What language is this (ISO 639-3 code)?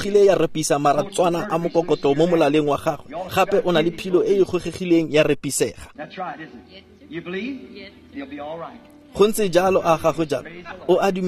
tsn